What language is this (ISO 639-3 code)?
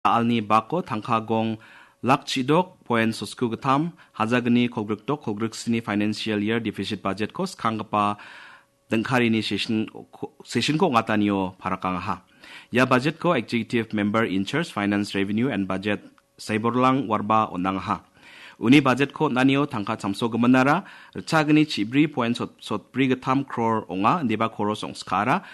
grt